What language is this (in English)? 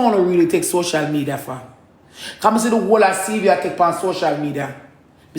Jamaican Creole English